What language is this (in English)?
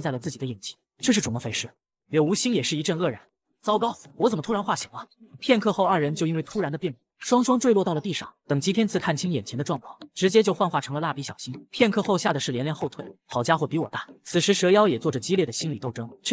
Chinese